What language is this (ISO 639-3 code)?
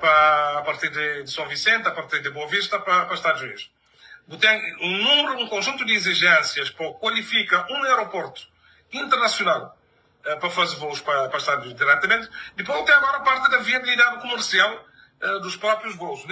kea